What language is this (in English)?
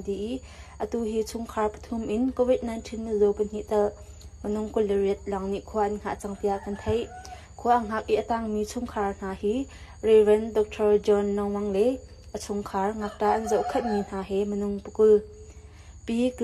Hakha Chin